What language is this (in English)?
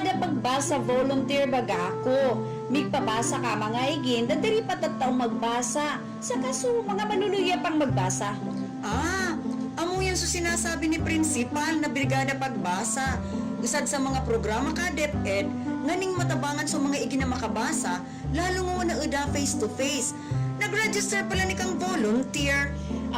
Bikol